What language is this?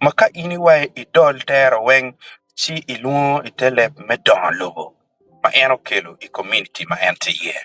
Acoli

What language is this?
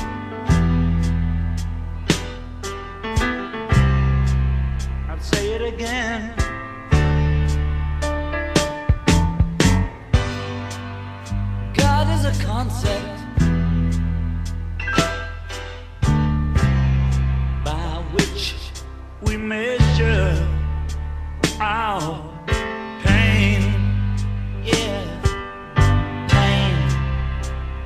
English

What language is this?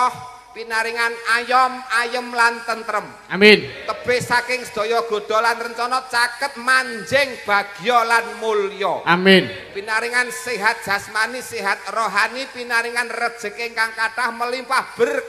Javanese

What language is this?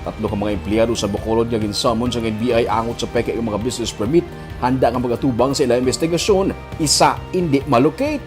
Hiligaynon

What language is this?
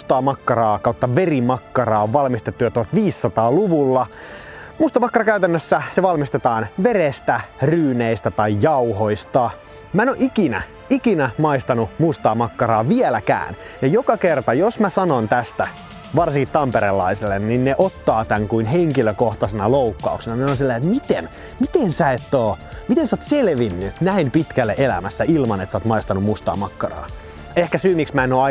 Finnish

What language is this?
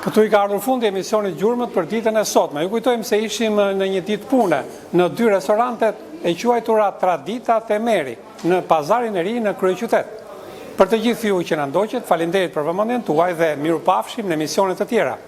Albanian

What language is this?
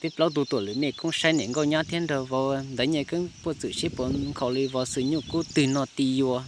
Hmong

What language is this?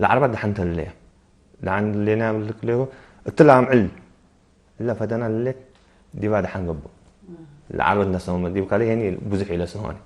Tigre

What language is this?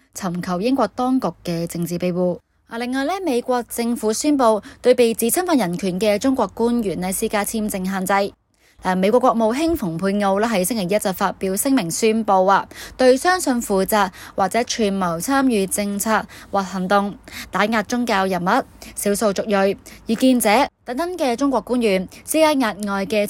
Cantonese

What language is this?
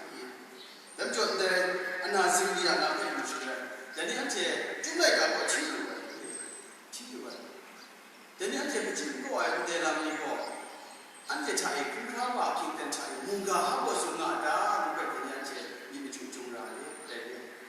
Kachin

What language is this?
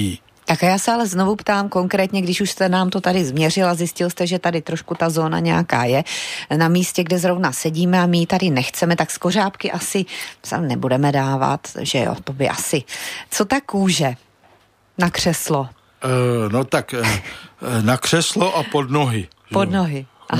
Czech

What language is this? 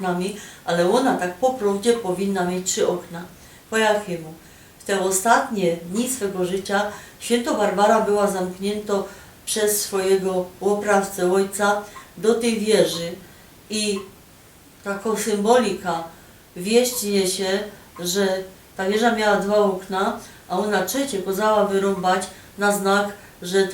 Silesian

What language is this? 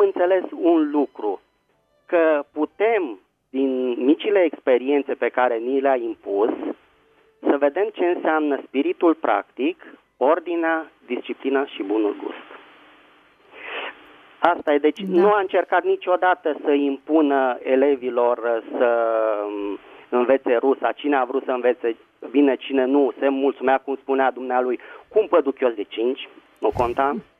Romanian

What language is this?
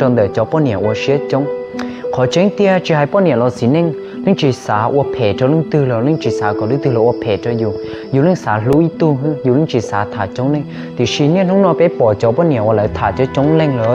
Hmong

